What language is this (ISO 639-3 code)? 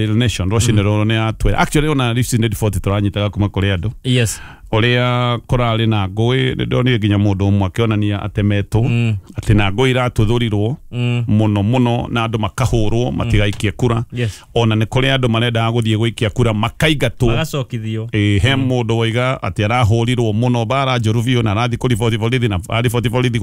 kik